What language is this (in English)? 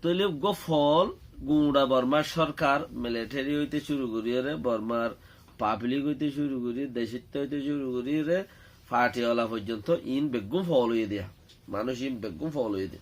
Rohingya